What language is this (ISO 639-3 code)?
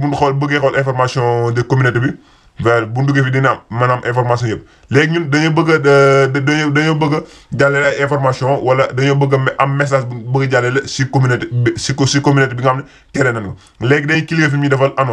wol